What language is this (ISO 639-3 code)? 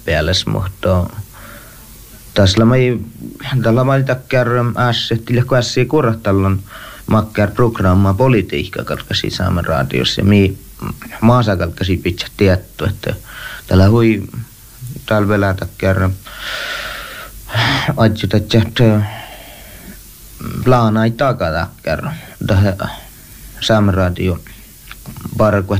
fin